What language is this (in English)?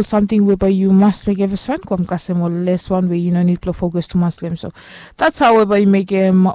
Bislama